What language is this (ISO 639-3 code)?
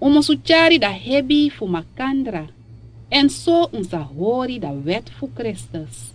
srn